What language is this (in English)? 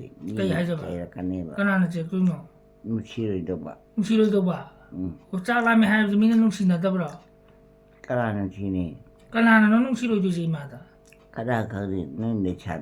Manipuri